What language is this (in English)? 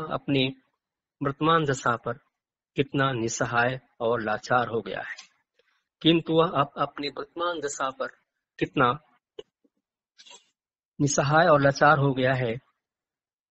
Hindi